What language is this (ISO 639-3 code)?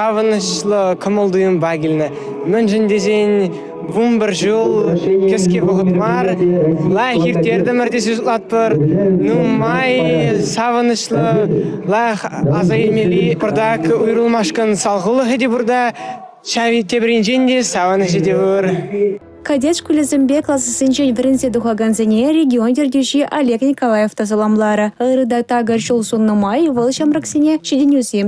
chv